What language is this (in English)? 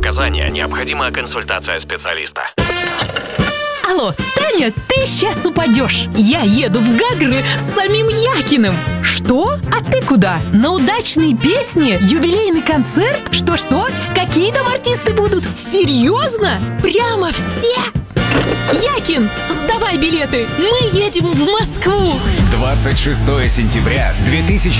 Russian